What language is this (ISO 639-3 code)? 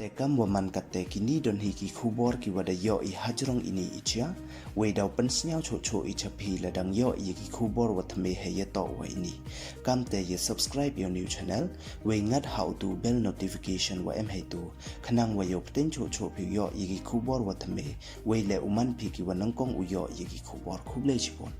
pbv